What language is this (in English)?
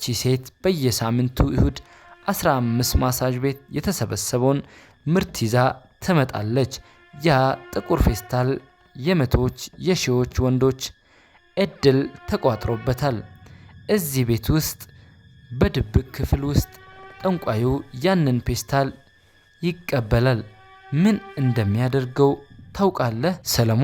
Amharic